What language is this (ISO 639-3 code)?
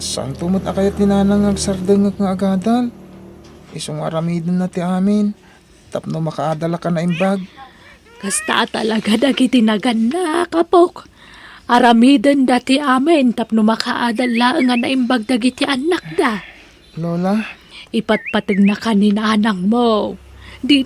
ilo